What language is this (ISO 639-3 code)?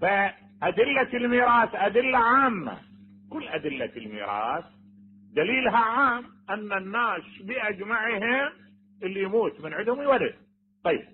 acm